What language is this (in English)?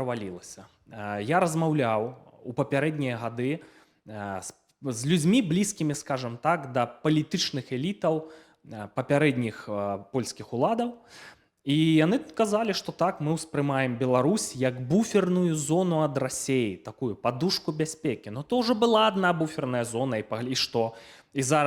Belarusian